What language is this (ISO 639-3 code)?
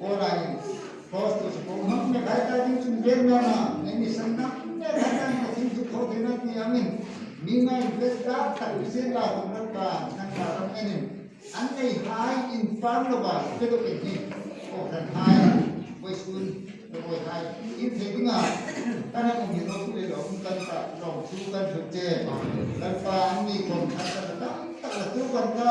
hmr